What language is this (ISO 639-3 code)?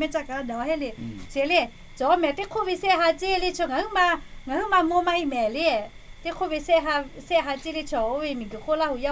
lhu